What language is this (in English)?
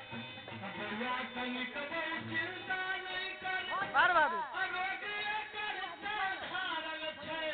Maithili